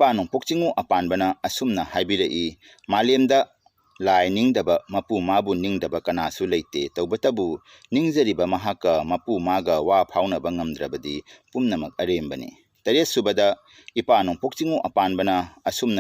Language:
Manipuri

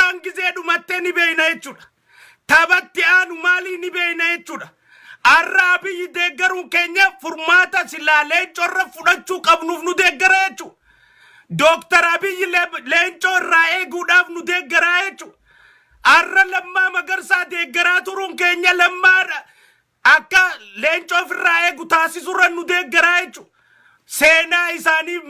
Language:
Oromo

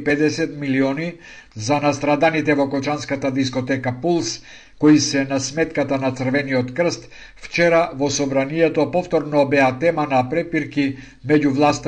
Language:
Macedonian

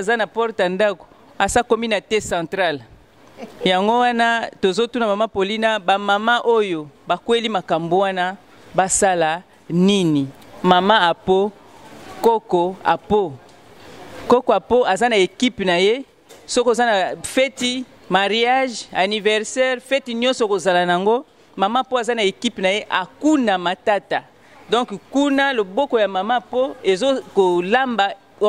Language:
Lingala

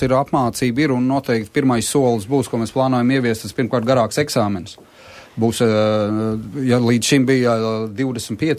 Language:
Latvian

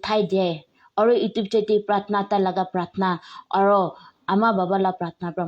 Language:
Naga Pidgin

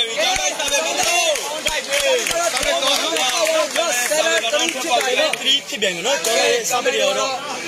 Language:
Burmese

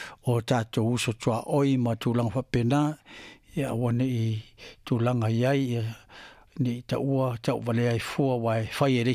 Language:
Samoan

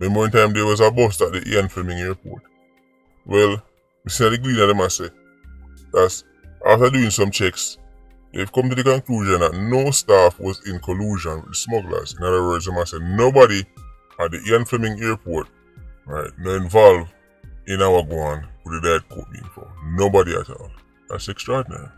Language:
Jamaican Creole English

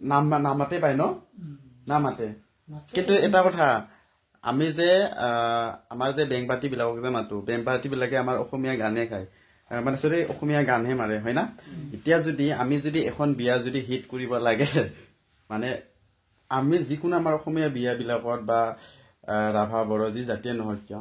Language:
Assamese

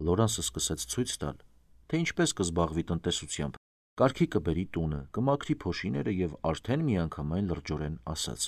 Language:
Armenian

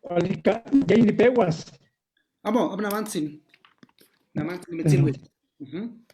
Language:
Eastern Huasteca Nahuatl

